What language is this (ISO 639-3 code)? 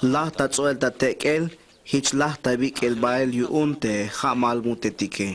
tzh